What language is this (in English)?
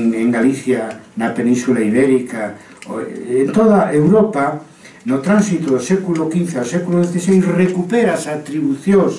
Galician